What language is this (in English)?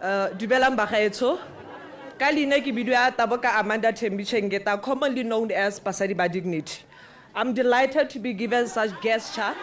Tswana